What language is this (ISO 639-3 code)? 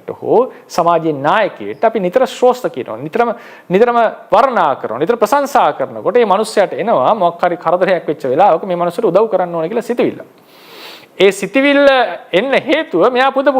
sin